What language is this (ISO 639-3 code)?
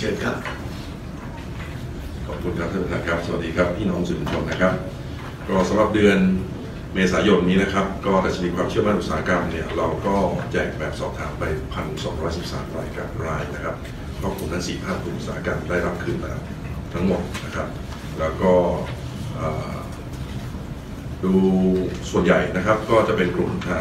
tha